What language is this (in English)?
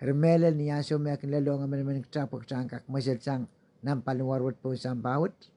Pohnpeian